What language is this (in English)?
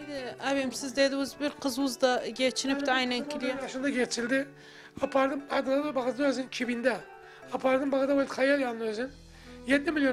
Turkish